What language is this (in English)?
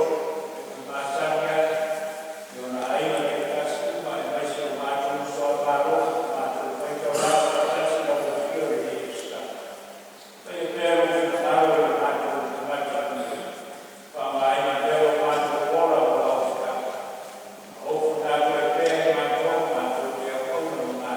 Samoan